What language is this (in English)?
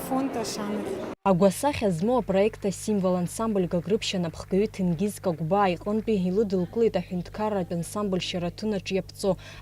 Abkhazian